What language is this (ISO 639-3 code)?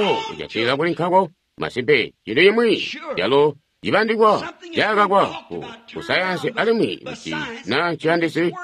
toi